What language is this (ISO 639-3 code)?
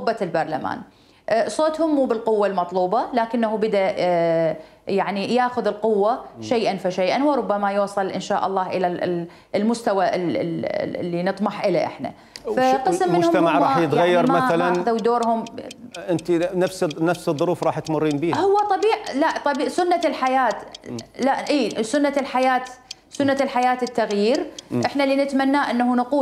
acm